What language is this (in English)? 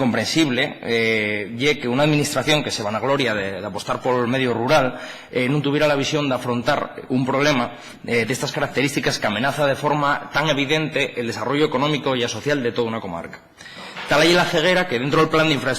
Asturian